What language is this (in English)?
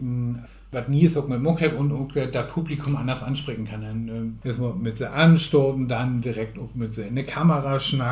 Low German